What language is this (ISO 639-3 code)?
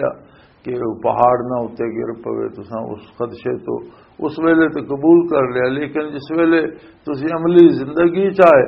lah